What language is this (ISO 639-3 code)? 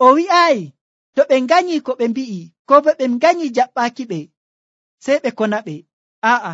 fuv